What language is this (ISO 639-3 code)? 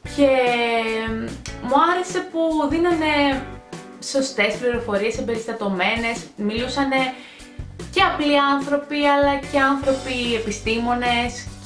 ell